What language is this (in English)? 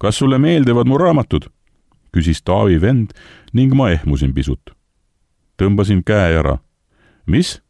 Estonian